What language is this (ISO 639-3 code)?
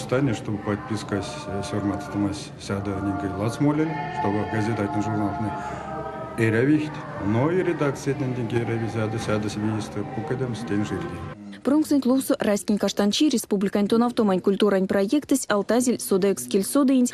myv